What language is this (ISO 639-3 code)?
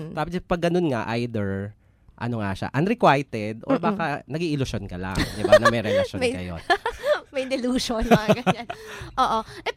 fil